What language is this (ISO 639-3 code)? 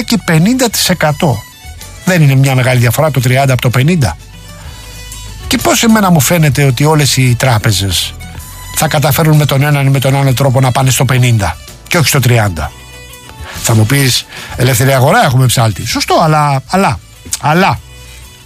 ell